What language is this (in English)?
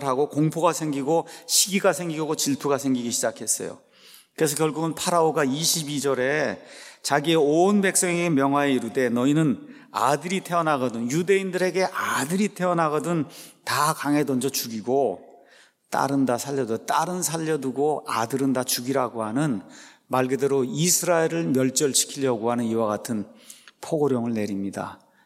Korean